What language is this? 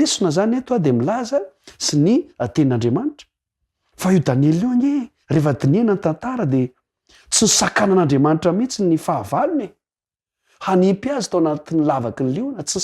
Malagasy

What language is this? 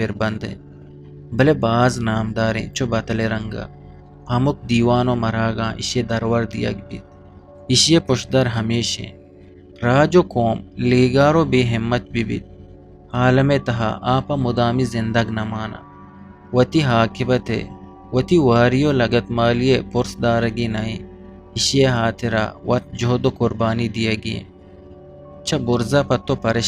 Eastern Balochi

